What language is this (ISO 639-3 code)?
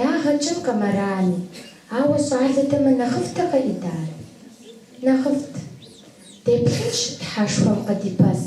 kbd